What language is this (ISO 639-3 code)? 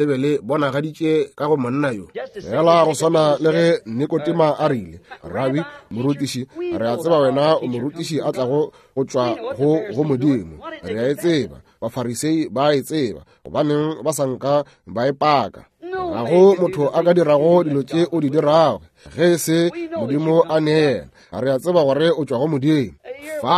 nso